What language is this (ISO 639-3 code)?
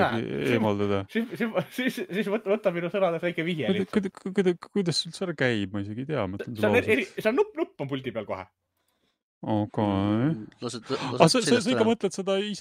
est